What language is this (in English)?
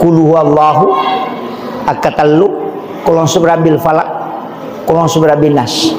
Buginese